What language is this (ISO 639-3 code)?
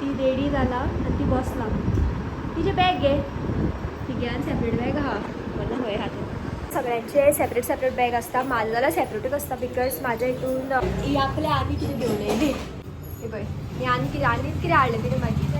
kok